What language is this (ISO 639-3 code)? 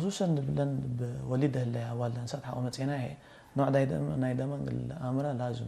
tig